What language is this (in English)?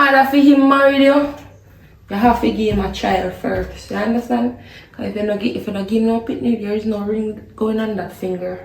Jamaican Creole English